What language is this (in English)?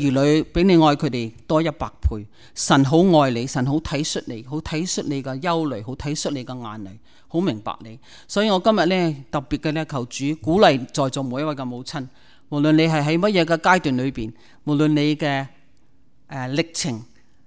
Cantonese